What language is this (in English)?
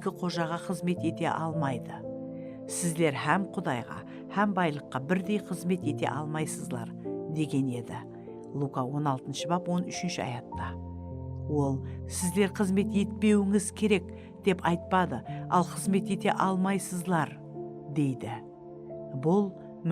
Kara-Kalpak